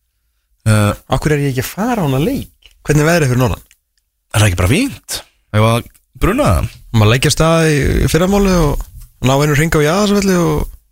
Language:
Icelandic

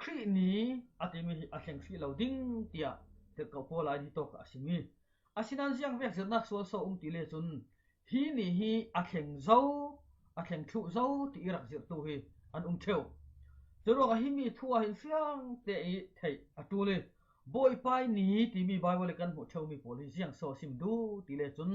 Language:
Falam Chin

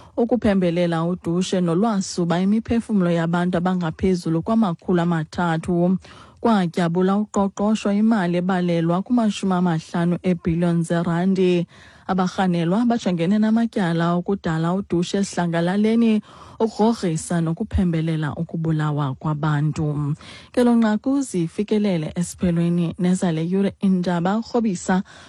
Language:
Xhosa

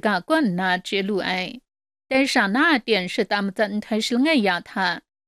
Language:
Kachin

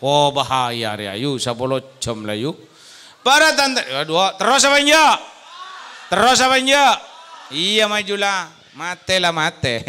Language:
Madurese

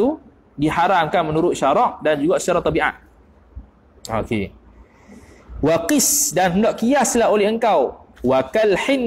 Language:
Malay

